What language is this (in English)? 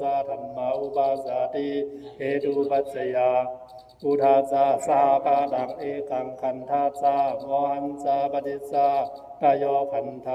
Pali